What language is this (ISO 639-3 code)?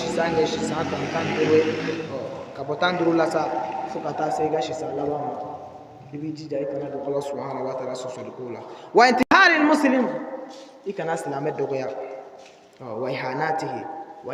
bam